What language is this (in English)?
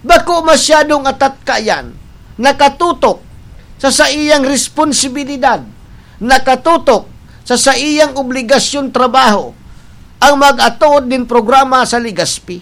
Bikol